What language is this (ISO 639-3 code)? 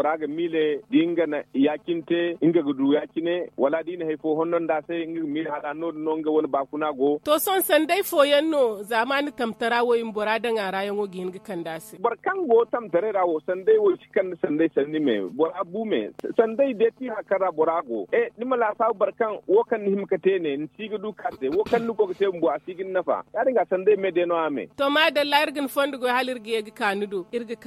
dje